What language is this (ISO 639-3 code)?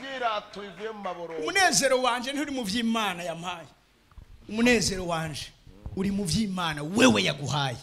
run